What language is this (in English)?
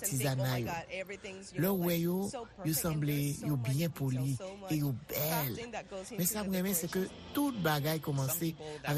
Haitian Creole